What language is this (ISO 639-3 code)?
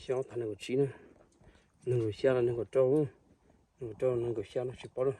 hmn